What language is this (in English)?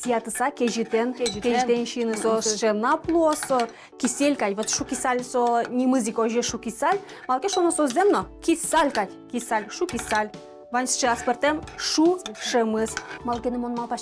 Udmurt